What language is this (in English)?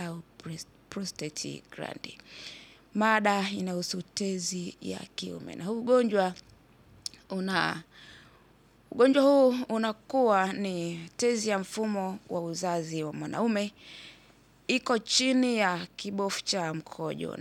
Swahili